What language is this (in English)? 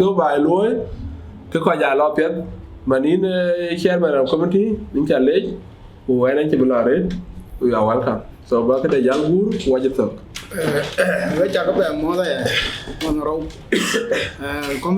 Dinka